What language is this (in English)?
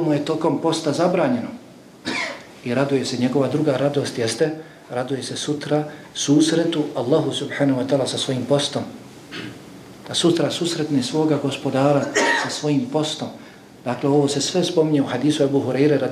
Bosnian